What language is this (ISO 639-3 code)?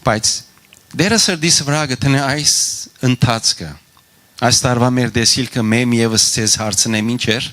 hyw